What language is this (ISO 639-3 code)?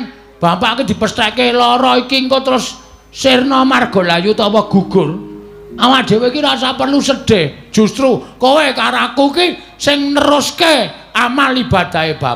jav